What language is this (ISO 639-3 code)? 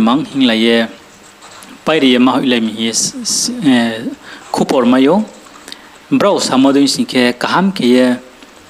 ria